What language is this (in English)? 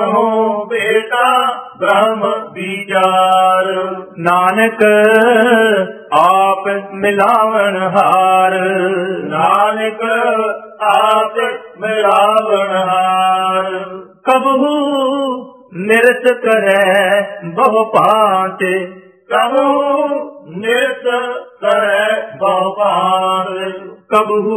Punjabi